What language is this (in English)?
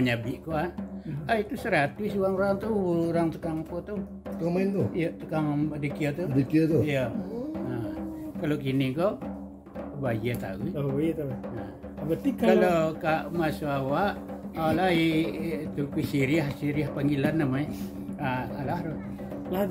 Minangkabau